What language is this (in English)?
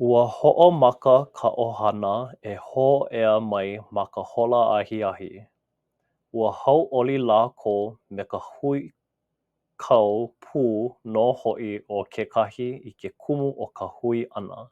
Hawaiian